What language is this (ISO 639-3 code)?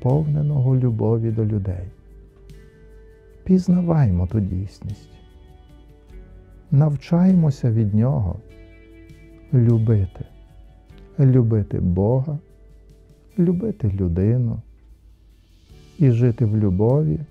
ukr